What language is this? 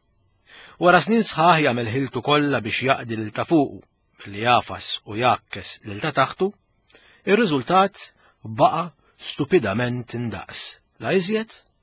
Maltese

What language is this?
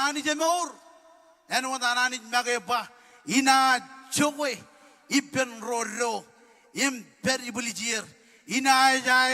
Marshallese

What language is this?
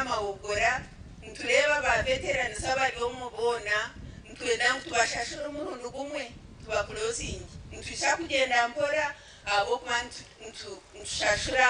Nyankole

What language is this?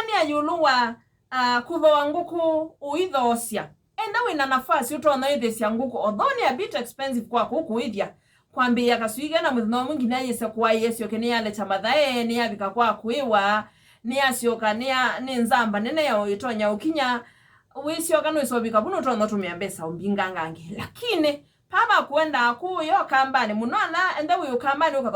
Kamba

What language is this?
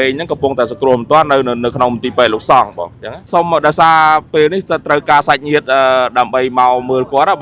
Khmer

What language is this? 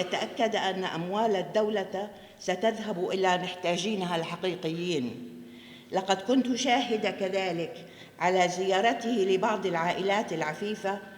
North Levantine Arabic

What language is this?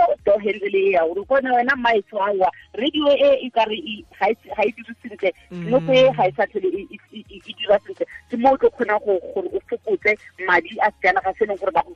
Tswana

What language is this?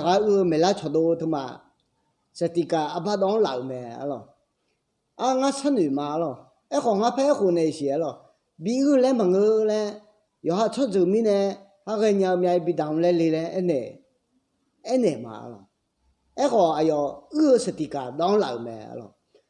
Akha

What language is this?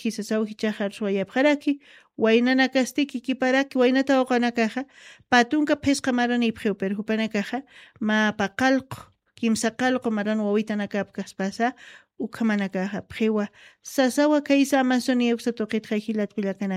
Aymara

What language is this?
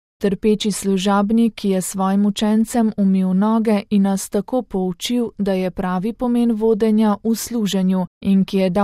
Slovenian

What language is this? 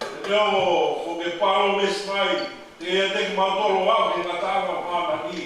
Tongan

